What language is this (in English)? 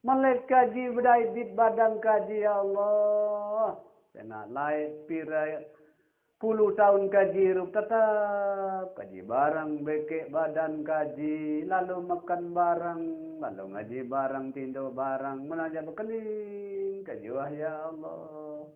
Sasak